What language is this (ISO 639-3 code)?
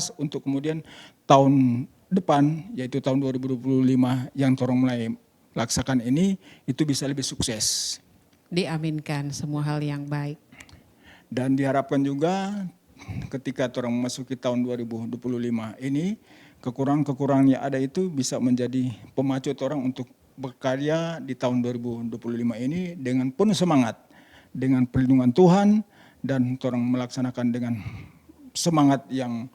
xmm